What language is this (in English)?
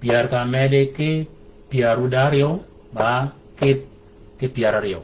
Shilluk